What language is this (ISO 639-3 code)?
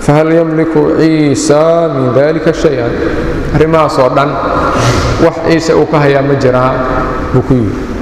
som